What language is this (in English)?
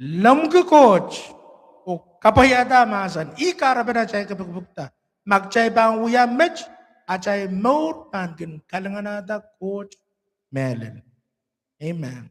Pohnpeian